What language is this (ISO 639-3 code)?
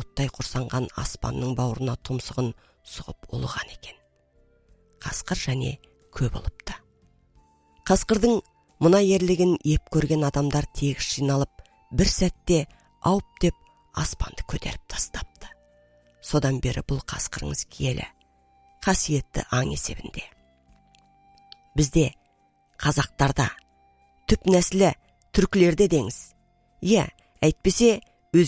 kaz